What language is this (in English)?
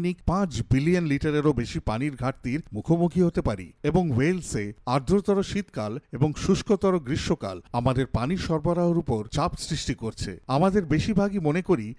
Bangla